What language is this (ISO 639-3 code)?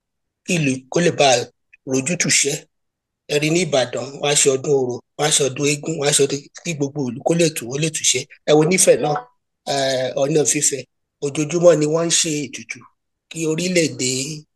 yor